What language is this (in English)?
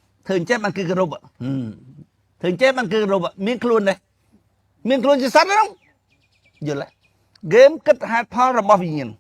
Khmer